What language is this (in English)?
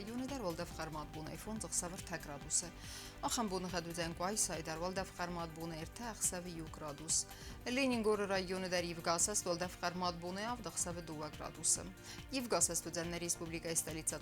Ossetic